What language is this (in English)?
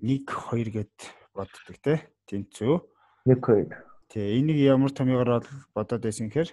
Mongolian